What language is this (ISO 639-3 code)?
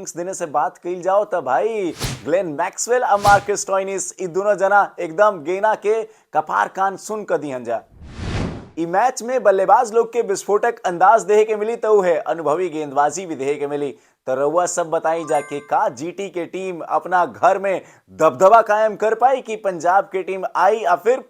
bho